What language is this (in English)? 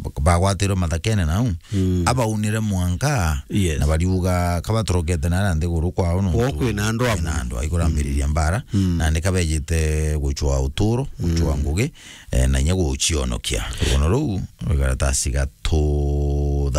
Meru